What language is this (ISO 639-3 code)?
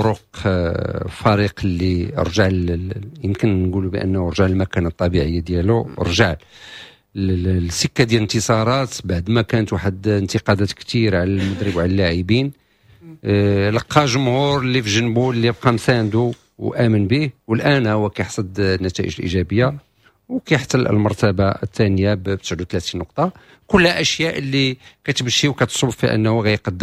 ary